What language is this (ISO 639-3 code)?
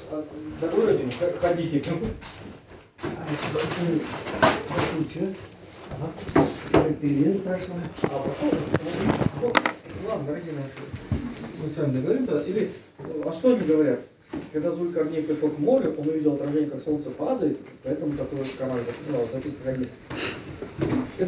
rus